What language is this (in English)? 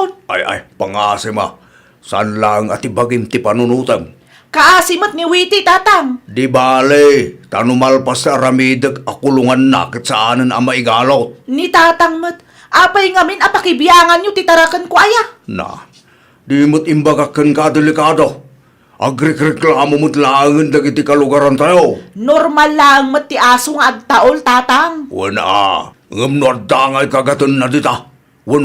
Iloko